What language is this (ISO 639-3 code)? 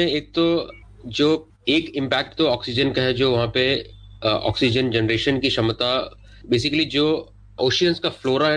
hin